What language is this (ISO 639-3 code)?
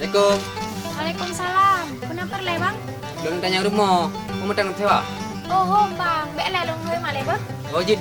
ace